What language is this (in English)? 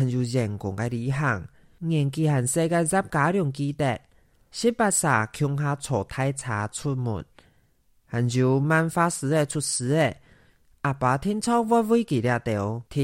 Hakka Chinese